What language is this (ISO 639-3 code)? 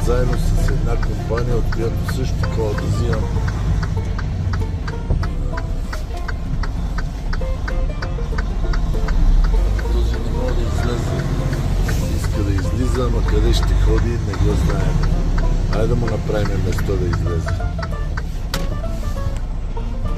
bul